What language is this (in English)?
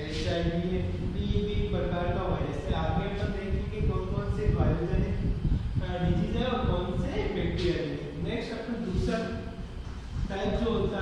Hindi